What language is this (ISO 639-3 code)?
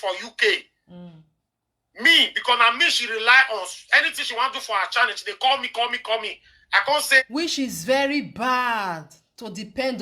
pcm